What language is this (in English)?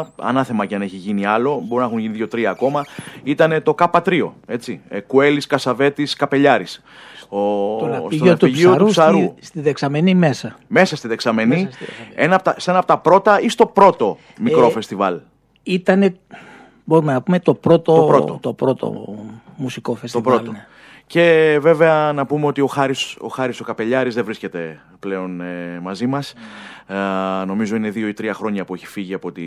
Greek